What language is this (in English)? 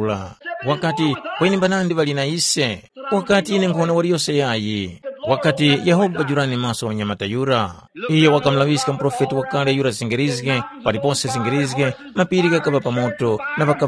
Tumbuka